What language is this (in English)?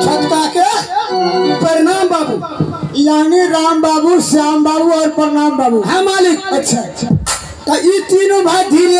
Maithili